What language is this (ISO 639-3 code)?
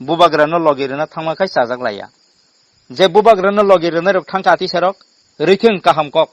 trp